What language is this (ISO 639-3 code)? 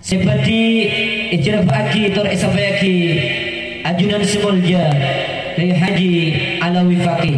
mad